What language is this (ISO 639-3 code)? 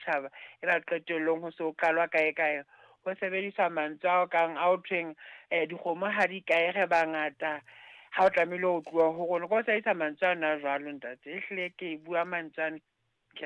sot